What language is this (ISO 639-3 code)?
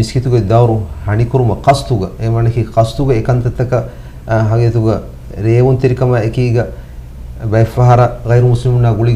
div